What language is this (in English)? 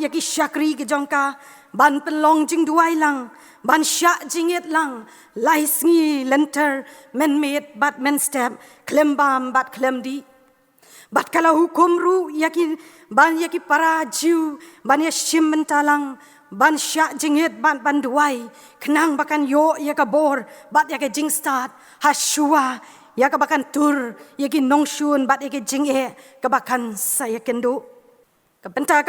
Khasi